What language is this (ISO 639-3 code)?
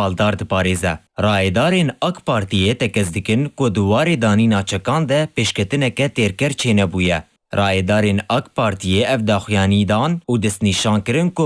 kur